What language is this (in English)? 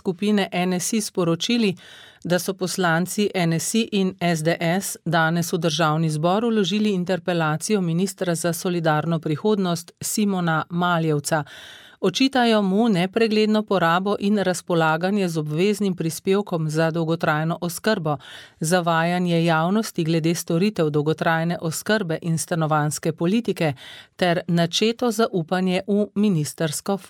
Slovenian